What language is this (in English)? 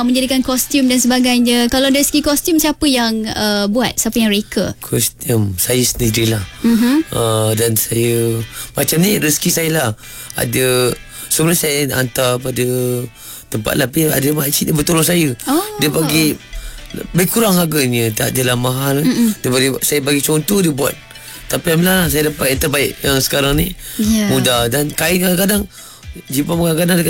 Malay